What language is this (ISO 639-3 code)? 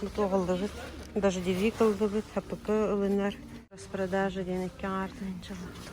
sah